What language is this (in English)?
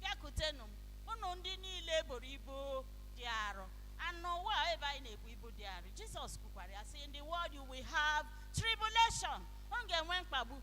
Igbo